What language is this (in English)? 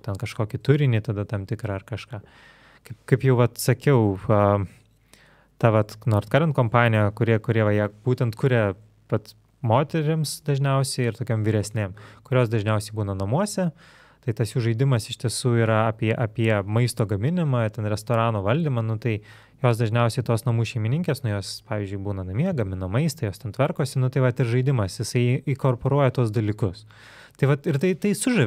Lithuanian